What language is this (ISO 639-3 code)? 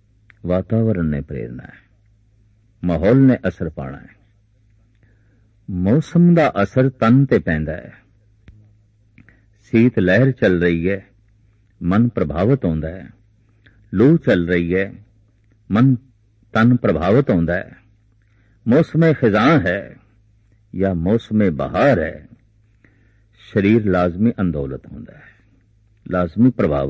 pan